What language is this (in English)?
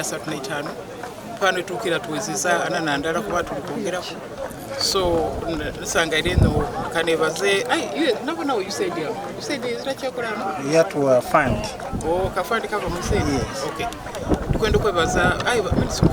Soga